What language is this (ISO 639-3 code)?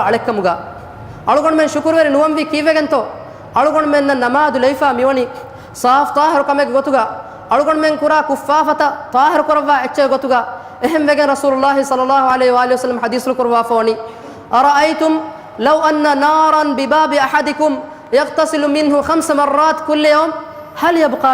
div